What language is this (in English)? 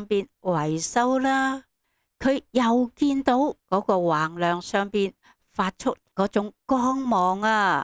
Cantonese